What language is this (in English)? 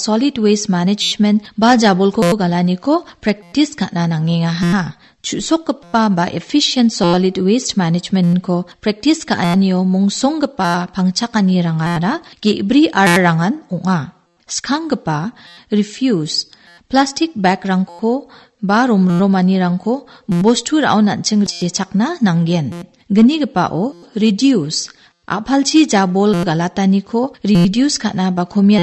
Garo